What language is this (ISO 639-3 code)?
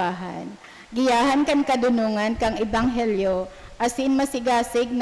bik